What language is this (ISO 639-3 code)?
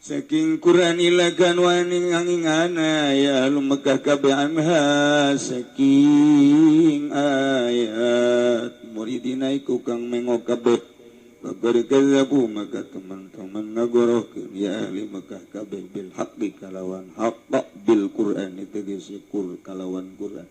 sun